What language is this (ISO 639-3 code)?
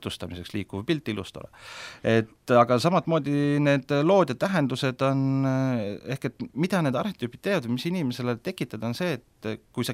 est